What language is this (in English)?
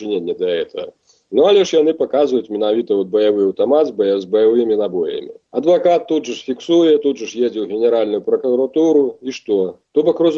Belarusian